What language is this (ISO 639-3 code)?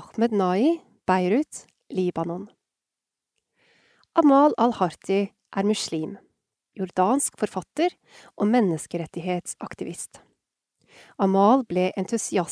nor